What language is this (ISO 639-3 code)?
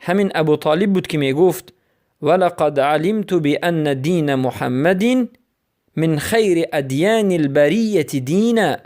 fas